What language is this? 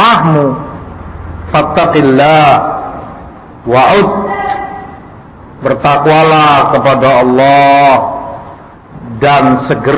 Indonesian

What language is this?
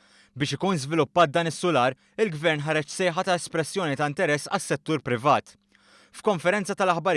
Maltese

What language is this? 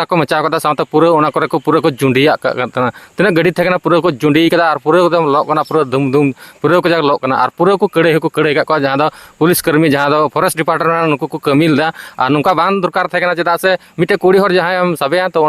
Santali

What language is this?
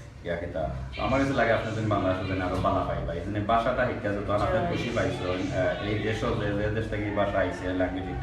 Sylheti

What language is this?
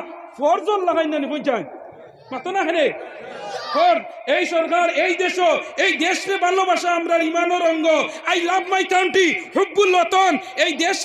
Sylheti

